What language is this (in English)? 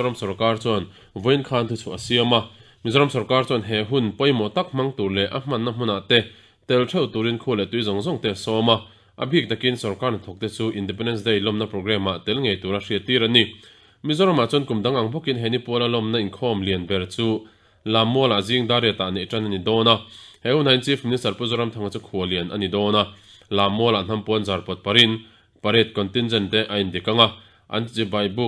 Mizo